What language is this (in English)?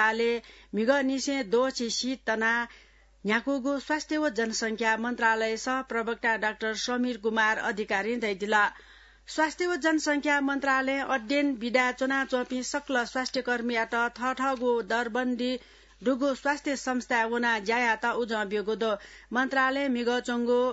Newari